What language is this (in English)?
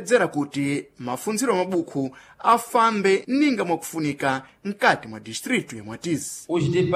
Sena